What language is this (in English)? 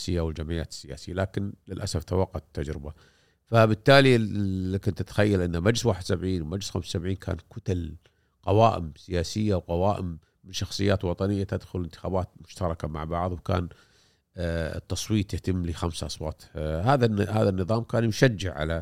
Gulf Arabic